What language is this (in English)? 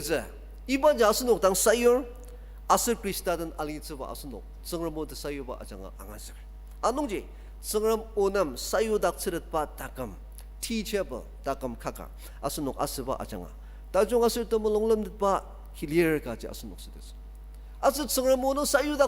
Ao Naga